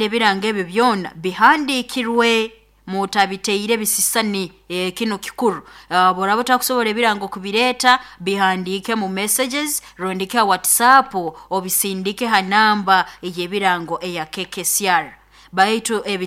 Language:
Nyoro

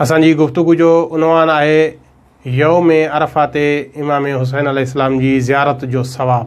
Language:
Sindhi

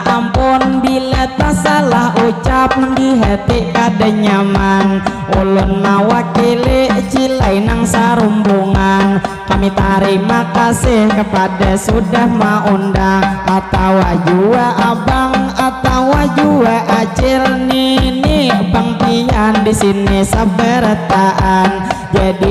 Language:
Banjar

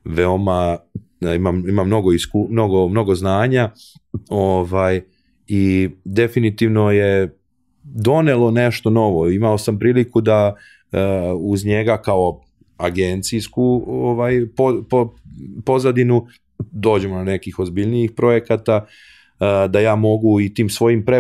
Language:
Serbian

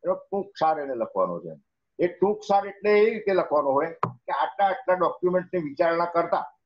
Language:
Gujarati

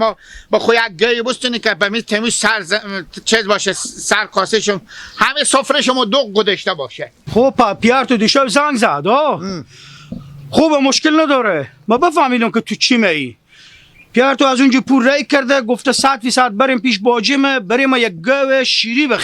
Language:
Hazaragi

